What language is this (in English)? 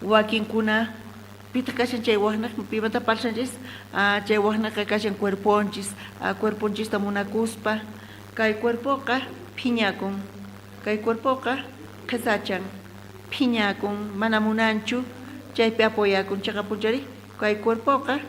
South Bolivian Quechua